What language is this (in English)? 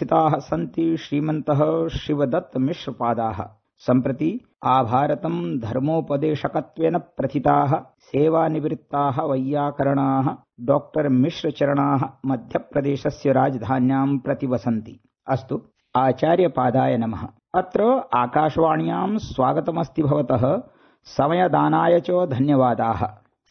Sanskrit